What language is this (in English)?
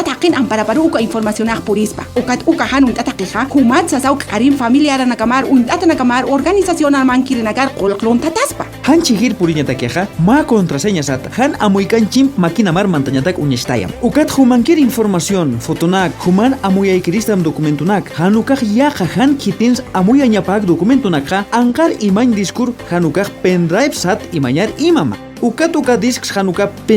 Aymara